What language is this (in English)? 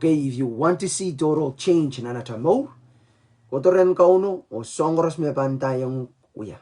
Pohnpeian